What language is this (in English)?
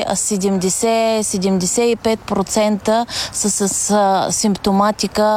Bulgarian